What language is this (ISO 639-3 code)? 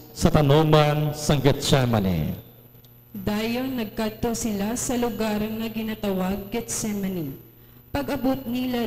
hil